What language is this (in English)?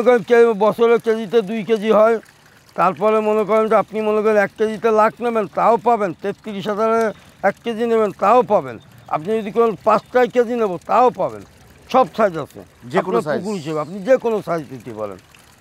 Bangla